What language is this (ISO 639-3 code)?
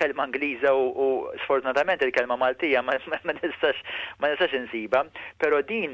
mlt